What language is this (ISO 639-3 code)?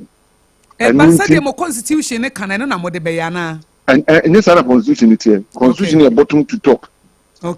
aka